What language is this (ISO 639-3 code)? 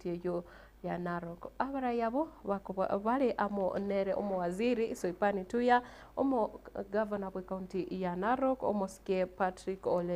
guz